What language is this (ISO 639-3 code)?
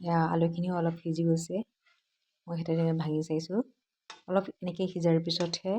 asm